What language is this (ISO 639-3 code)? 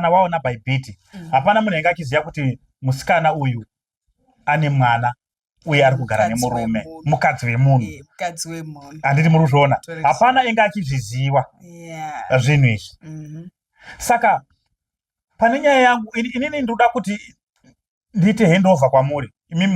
sna